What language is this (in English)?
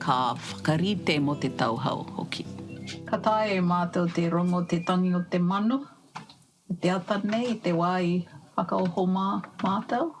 Māori